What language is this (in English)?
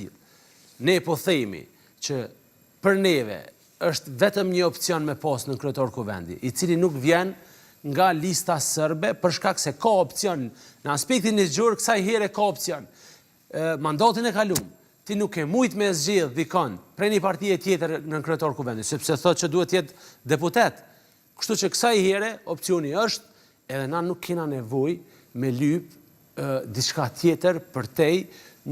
Albanian